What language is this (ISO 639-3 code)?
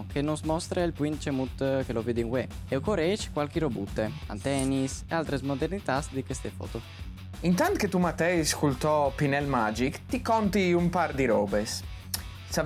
fur